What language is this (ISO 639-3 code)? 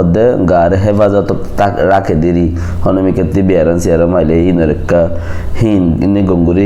rhg